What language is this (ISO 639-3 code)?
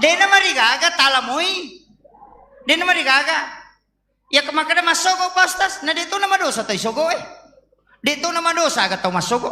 bug